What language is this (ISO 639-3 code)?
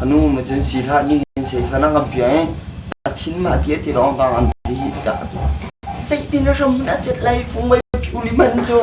cnh